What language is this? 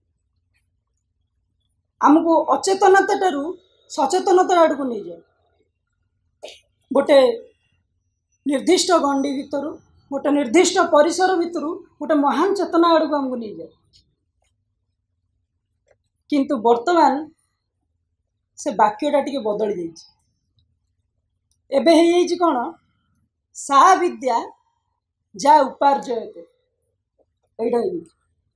Odia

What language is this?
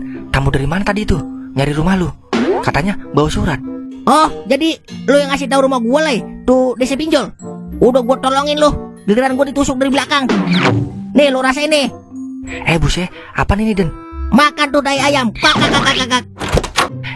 Betawi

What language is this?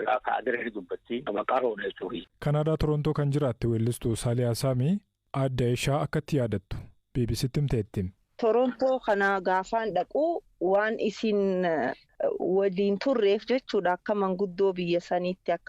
Oromo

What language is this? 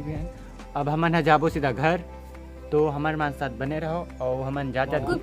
Chhattisgarhi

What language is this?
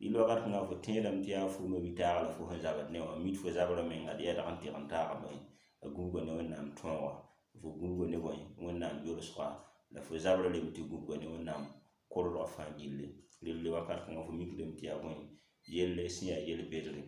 Mossi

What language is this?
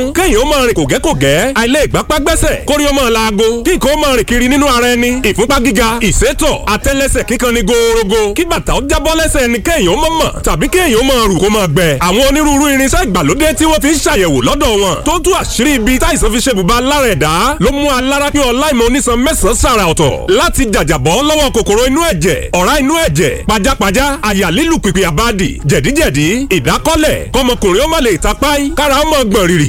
Yoruba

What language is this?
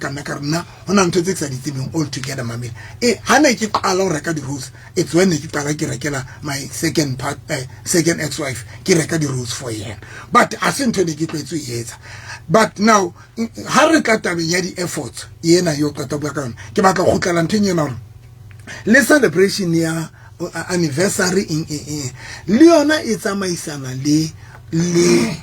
Southern Sotho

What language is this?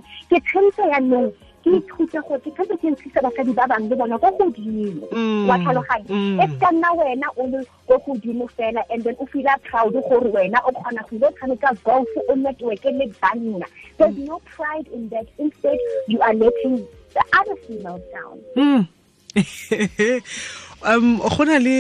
Tswana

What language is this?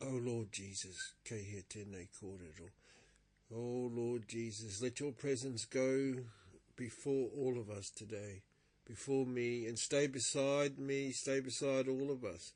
Māori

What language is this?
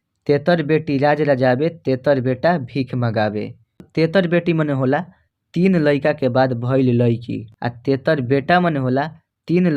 Bhojpuri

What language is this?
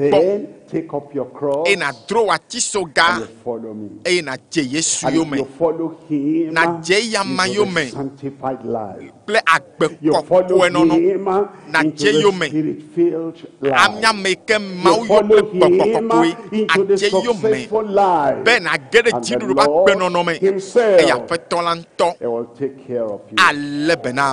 Ewe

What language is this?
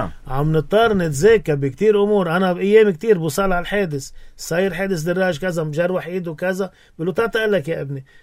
North Levantine Arabic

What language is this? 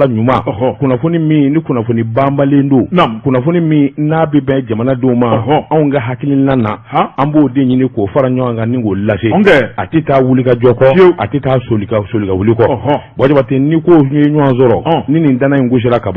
Bambara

